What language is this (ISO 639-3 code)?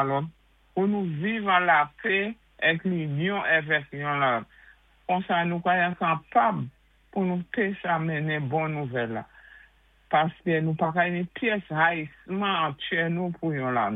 acf